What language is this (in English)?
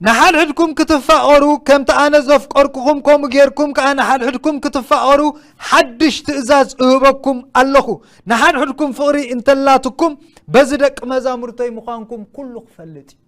Tigrinya